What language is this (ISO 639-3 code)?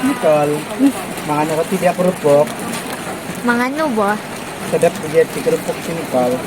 msi